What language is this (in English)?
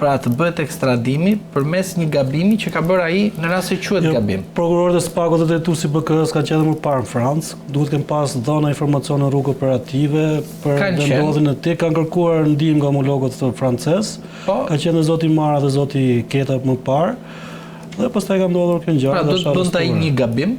Albanian